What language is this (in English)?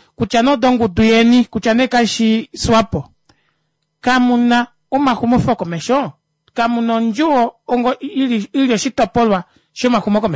Kuanyama